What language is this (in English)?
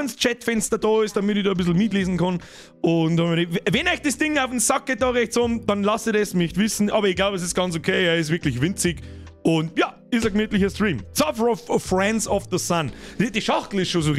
Bavarian